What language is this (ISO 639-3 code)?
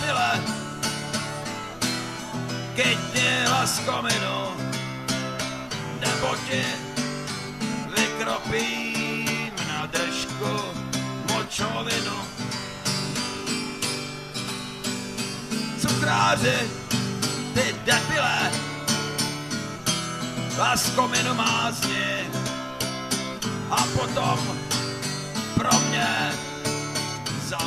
ces